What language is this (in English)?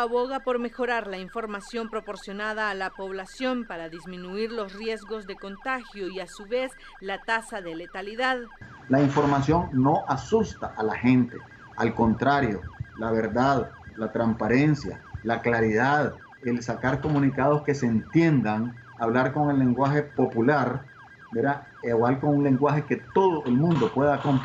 Spanish